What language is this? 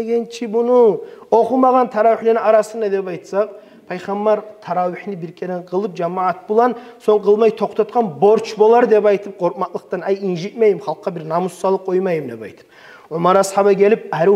Kumyk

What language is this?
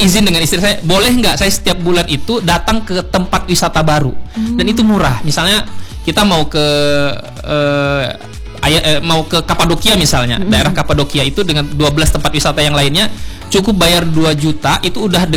Indonesian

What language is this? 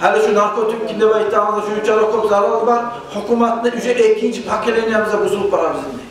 Kumyk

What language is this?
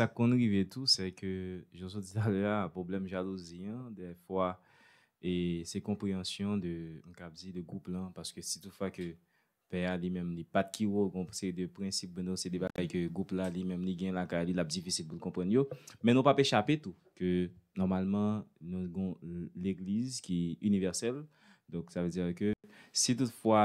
Haitian Creole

